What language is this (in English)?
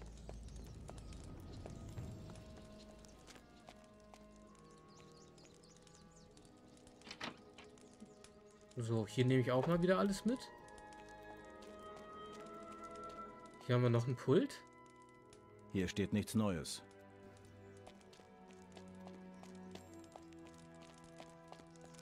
German